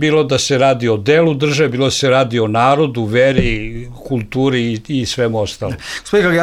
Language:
Bosnian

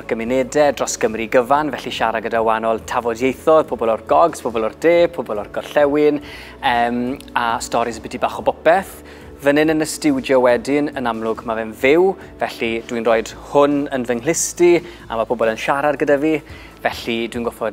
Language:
Welsh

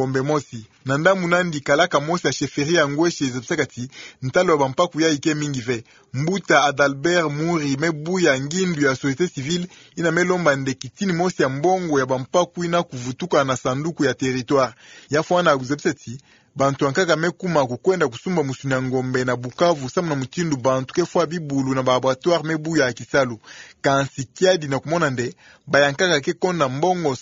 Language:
Kituba (Democratic Republic of Congo)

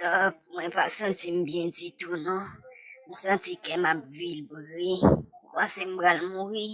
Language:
Haitian Creole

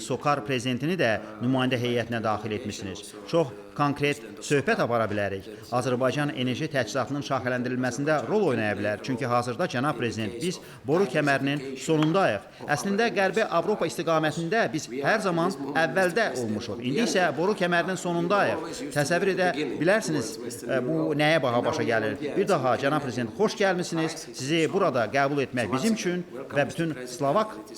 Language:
Azerbaijani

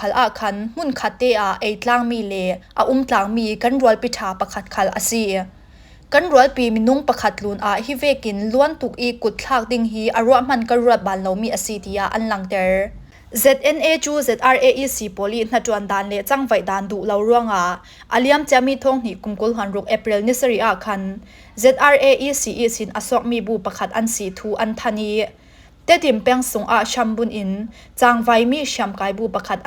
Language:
Falam Chin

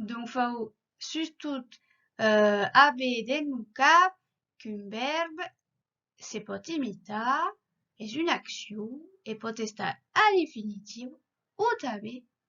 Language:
Occitan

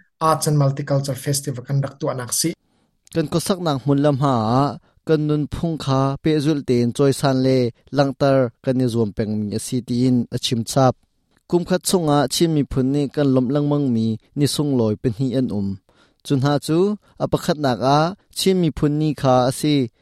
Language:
Hakha Chin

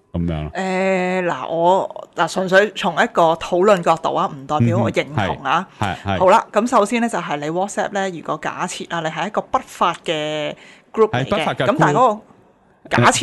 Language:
Cantonese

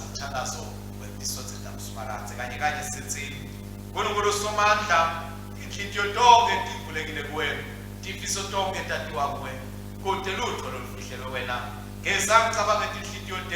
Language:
Swati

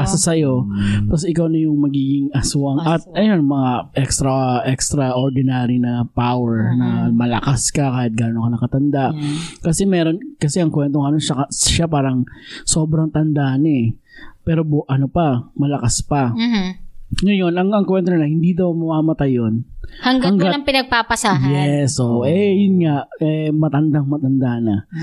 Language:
Filipino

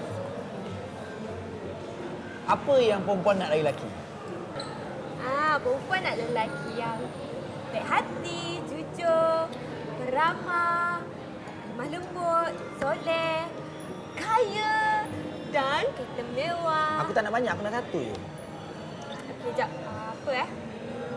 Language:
Malay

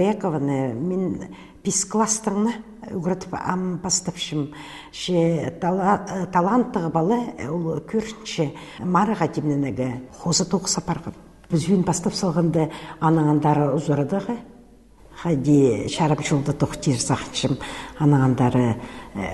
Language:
Khakas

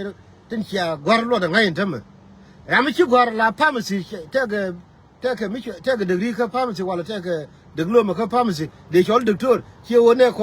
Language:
Nuer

